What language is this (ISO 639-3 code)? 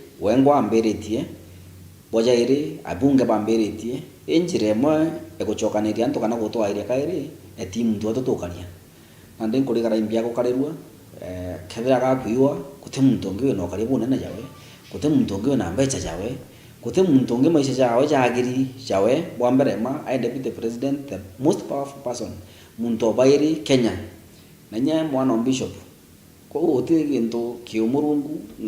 mer